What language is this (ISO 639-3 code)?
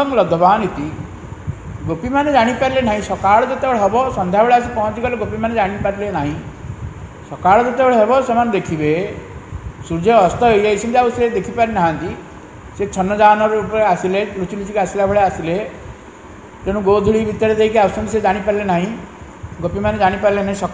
ori